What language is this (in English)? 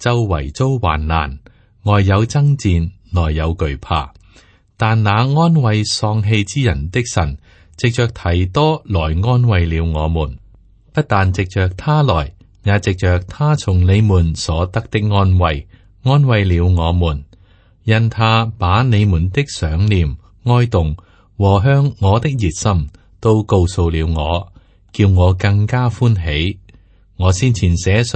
Cantonese